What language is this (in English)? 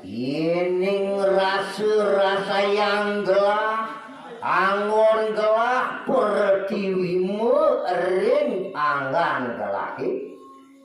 Balinese